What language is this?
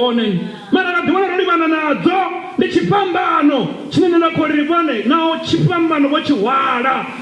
Venda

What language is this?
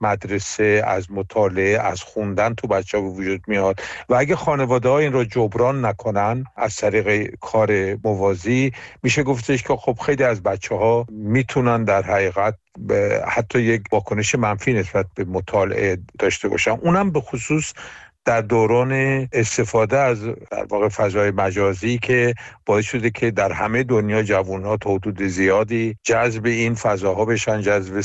Persian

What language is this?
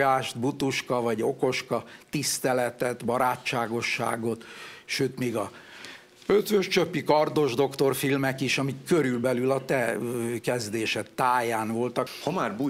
Hungarian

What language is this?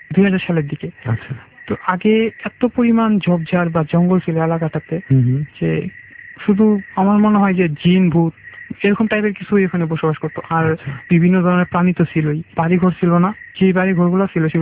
Bangla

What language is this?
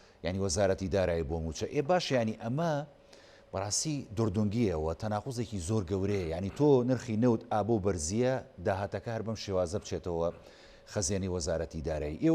Central Kurdish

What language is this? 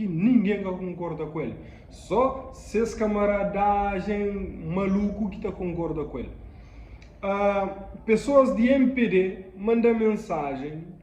Kabuverdianu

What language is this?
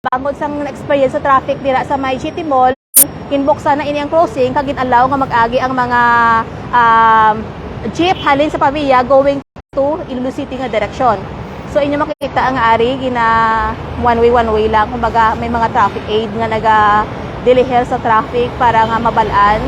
Hiligaynon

